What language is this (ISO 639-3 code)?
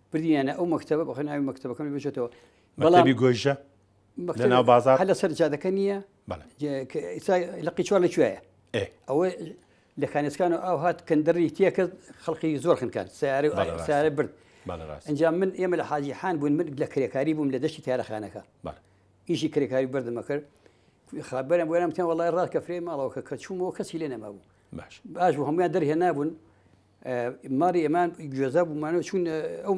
ckb